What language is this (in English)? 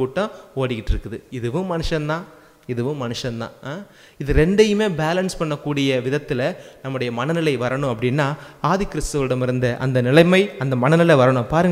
Tamil